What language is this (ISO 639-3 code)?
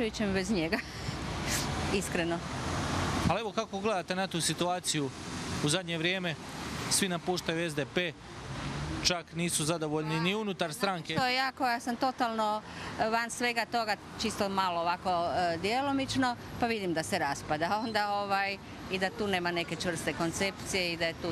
hrv